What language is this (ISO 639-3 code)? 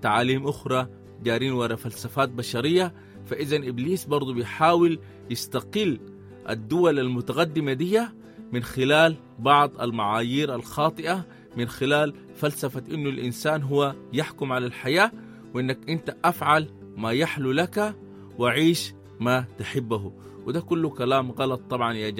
apd